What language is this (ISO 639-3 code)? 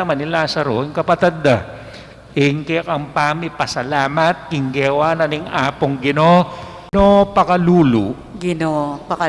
pam